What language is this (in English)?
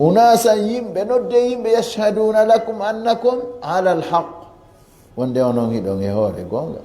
Fula